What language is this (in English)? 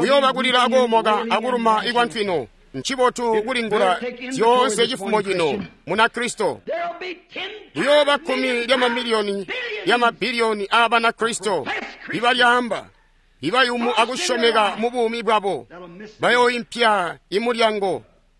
Tonga (Zambia)